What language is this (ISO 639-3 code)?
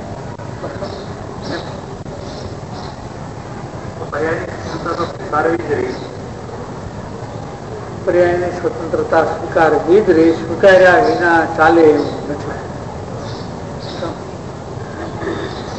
guj